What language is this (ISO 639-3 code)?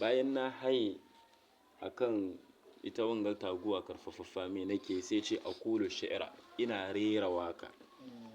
hau